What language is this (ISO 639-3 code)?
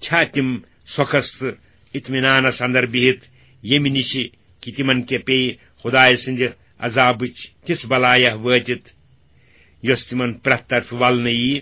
kas